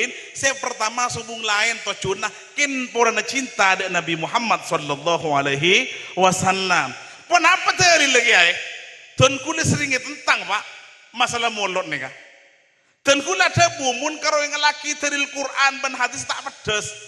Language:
Madurese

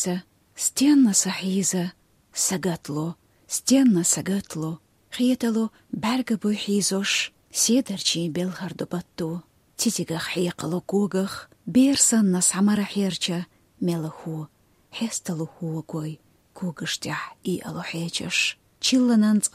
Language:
Chechen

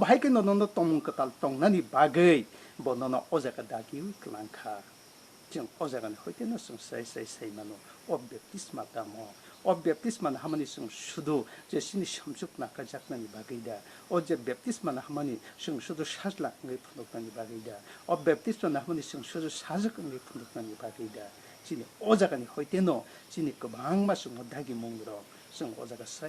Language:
Kok Borok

